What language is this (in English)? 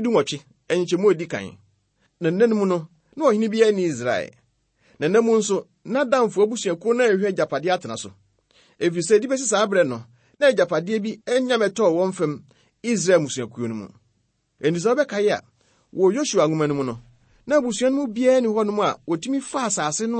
Akan